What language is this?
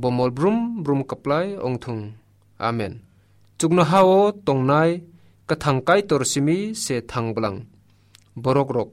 Kok Borok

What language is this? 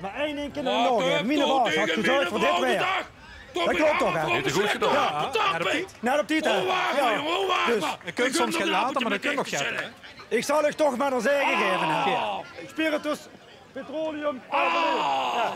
Limburgish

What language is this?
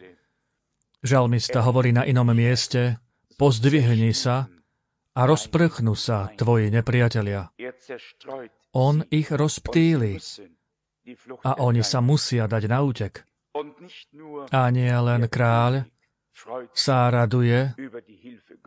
Slovak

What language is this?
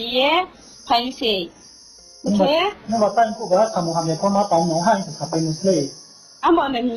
Riang (India)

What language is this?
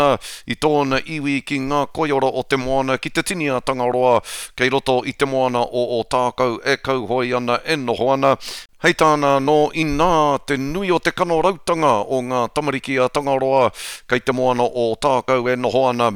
Māori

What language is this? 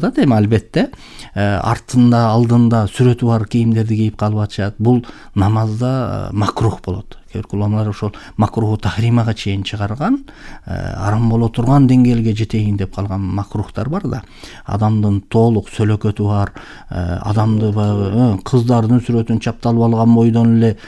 Kyrgyz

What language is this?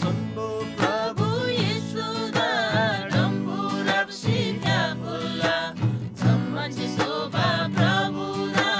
Eastern Tamang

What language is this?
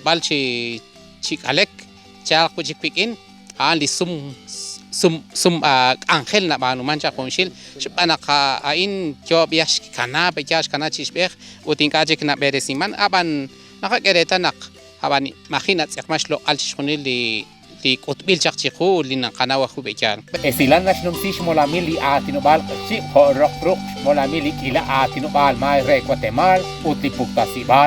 Kekchí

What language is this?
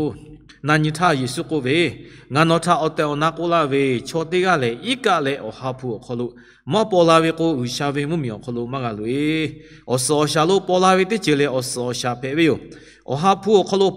Lahu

